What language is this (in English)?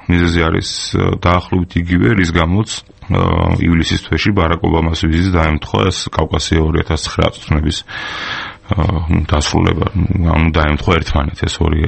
Georgian